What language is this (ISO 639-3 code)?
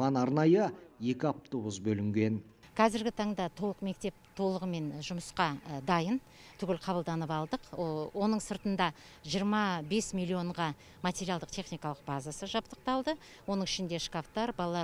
kaz